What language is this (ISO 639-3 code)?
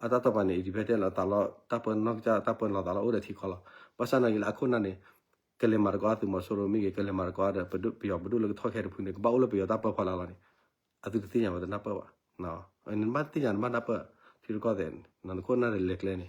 ksw